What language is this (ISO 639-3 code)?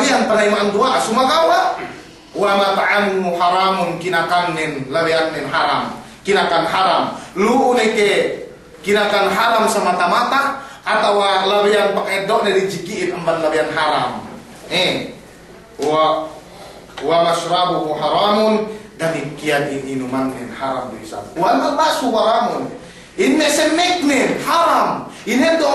yka